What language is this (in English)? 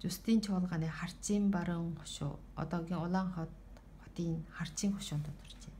Mongolian